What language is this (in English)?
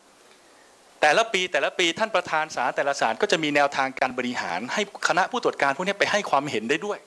Thai